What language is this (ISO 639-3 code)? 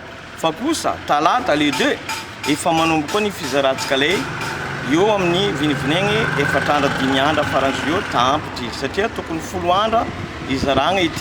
mlg